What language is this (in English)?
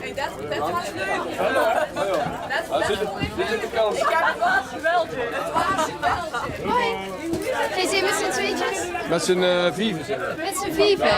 Limburgish